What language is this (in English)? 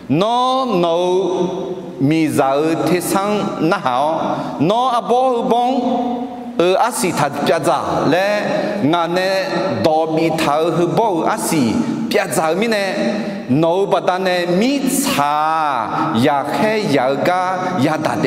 Akha